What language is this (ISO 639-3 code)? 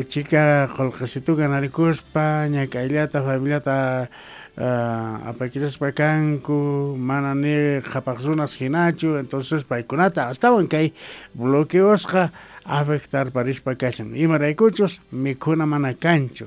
que